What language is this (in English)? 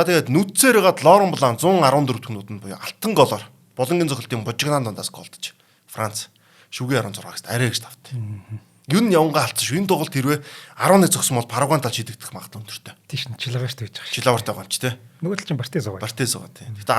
Mongolian